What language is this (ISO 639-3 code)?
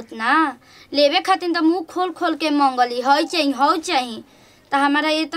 bho